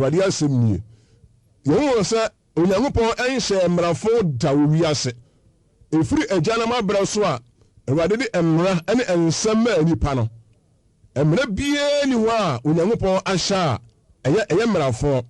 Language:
Akan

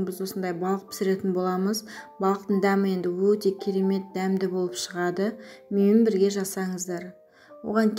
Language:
Kazakh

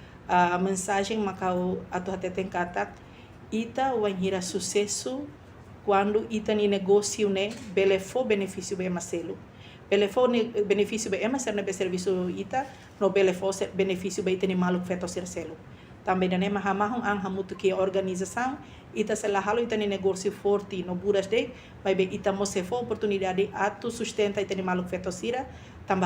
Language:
Tetum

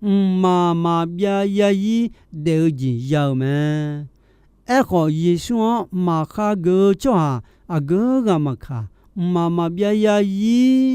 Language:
Akha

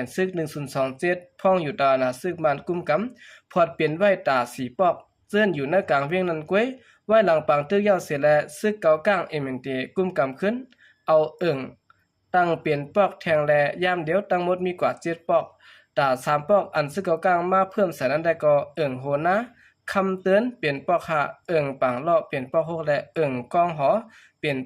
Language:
Shan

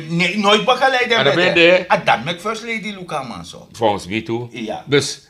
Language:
Sranan Tongo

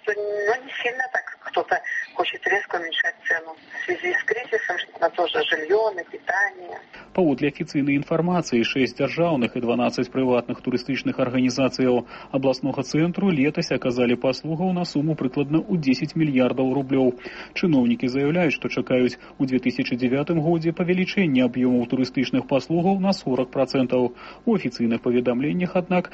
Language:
Belarusian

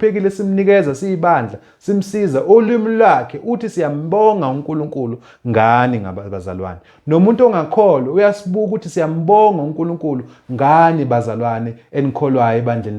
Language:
Zulu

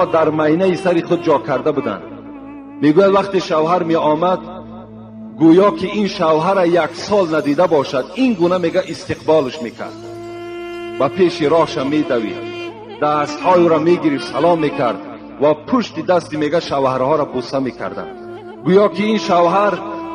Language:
Tajik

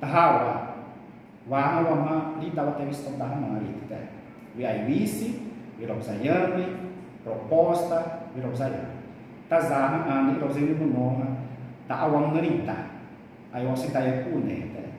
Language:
Xavánte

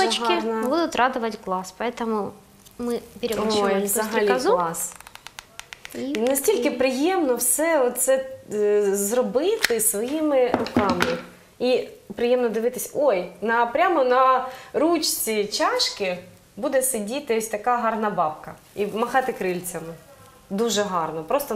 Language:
Ukrainian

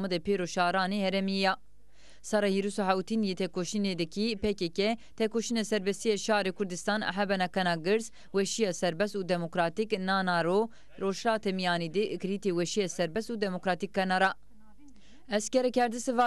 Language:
Zaza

